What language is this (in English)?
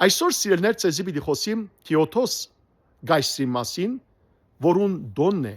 Western Armenian